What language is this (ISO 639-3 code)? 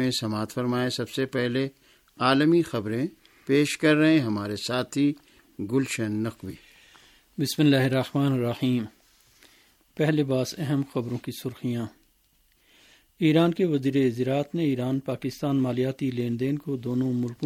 urd